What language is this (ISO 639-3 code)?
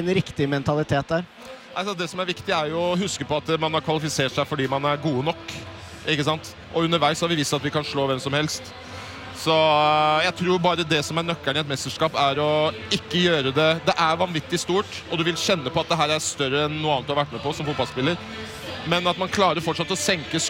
nor